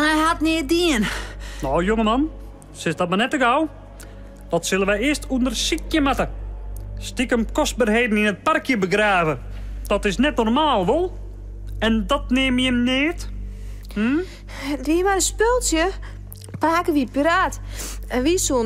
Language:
Western Frisian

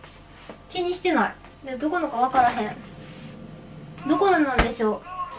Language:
Japanese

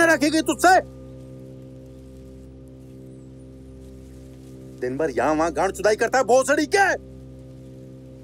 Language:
Hindi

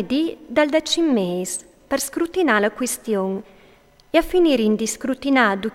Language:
Friulian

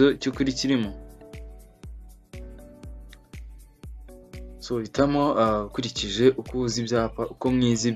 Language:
Kinyarwanda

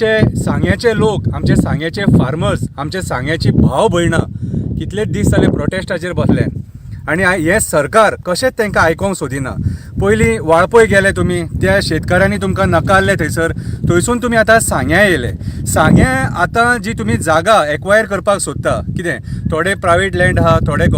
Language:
Konkani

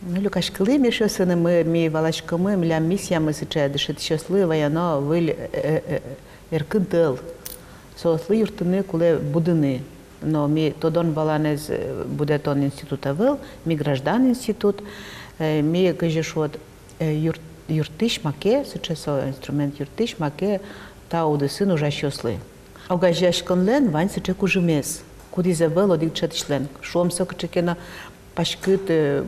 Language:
Udmurt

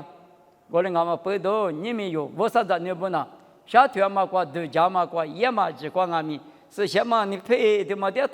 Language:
Lisu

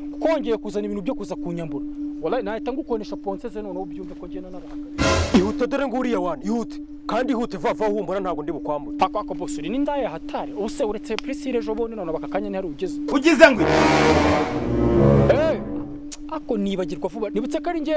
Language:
Kinyarwanda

